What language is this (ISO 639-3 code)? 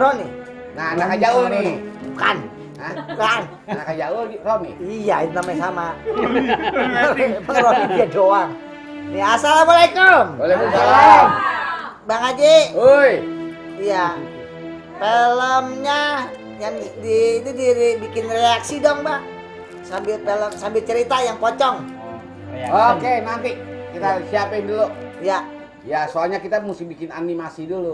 bew